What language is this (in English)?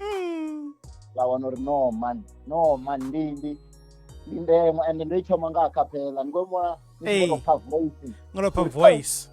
Venda